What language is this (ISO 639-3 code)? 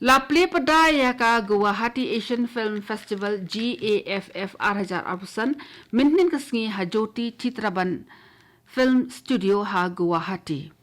kha